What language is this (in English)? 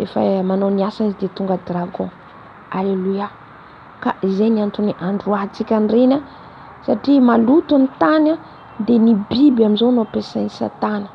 Malagasy